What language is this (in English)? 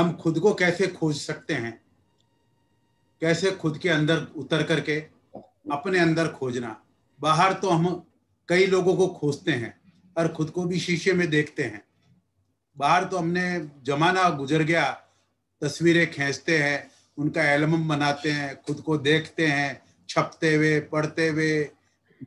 Hindi